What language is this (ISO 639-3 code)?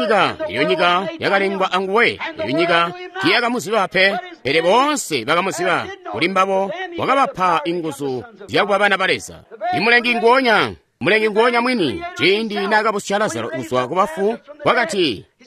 toi